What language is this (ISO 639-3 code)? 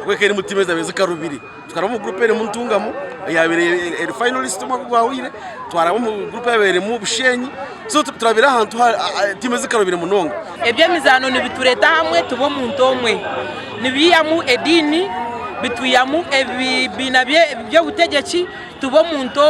nyn